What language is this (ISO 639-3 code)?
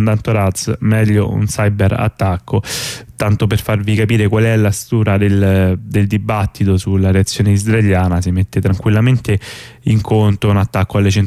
ita